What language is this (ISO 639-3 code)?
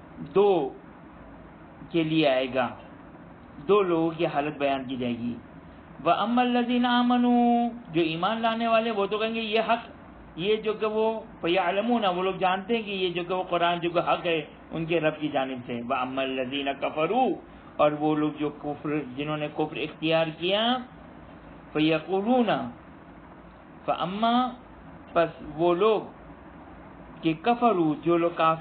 urd